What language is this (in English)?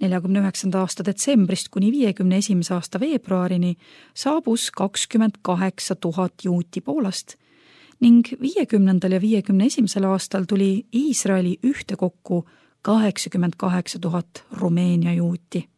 Estonian